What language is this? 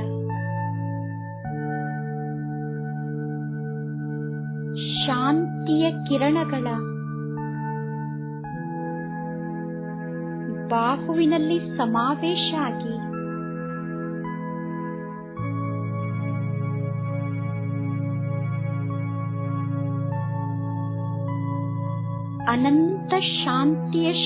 Kannada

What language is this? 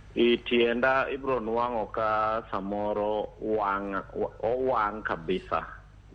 Luo (Kenya and Tanzania)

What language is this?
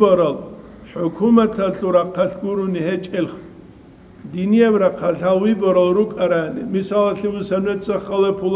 Avaric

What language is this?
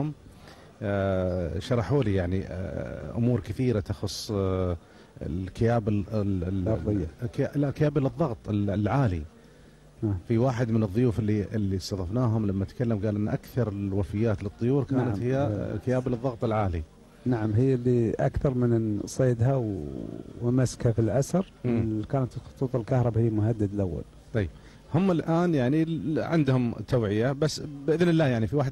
Gulf Arabic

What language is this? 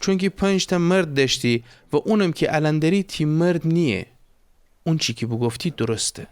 Gilaki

